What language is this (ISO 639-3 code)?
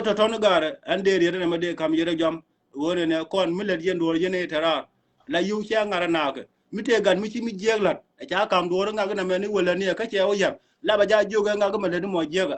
nus